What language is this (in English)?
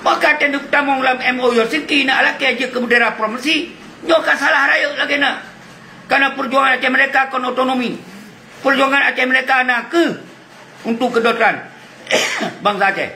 Achinese